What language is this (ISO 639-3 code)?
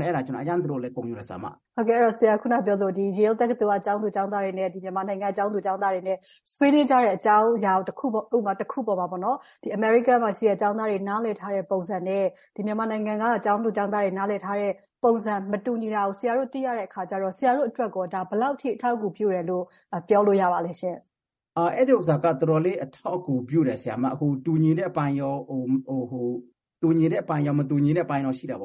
mya